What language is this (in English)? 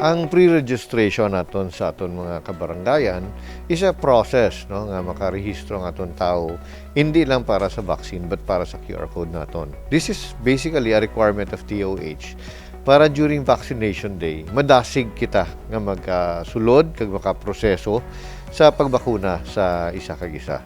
Hiligaynon